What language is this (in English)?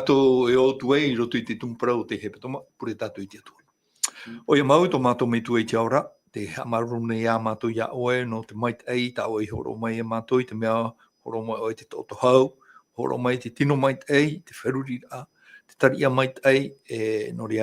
Tahitian